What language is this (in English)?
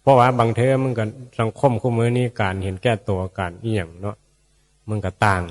Northeastern Thai